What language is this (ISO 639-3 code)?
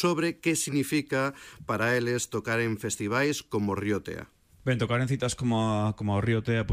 glg